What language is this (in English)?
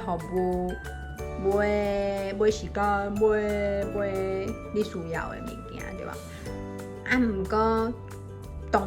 Min Nan Chinese